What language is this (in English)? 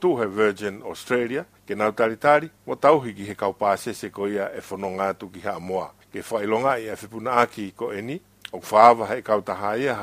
Tongan